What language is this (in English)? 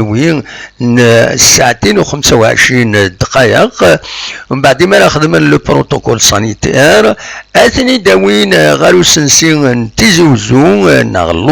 Kabyle